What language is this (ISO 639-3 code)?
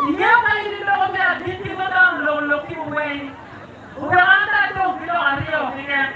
ach